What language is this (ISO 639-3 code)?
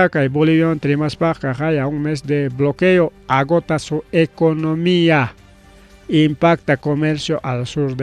quy